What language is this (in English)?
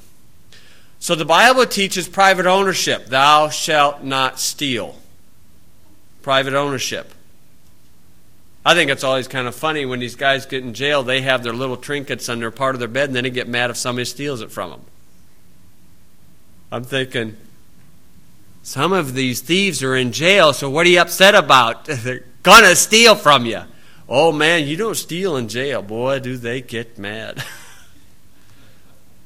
English